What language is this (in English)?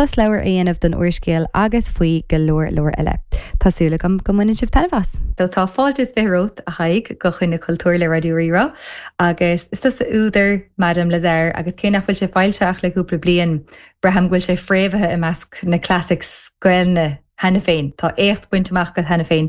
Irish